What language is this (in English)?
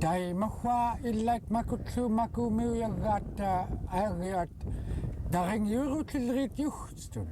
Central Yupik